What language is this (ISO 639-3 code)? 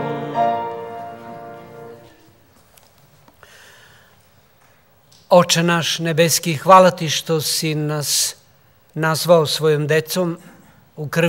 srp